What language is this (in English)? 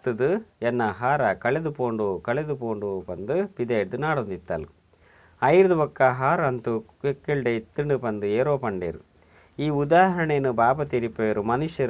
Tulu